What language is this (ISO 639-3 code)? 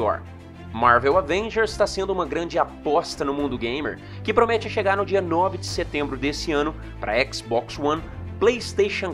por